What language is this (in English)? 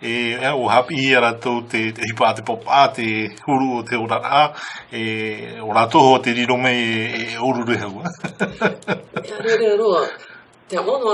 Tahitian